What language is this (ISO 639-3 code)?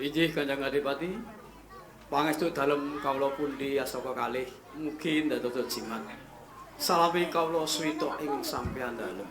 jav